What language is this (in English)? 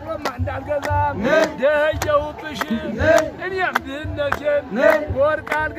Amharic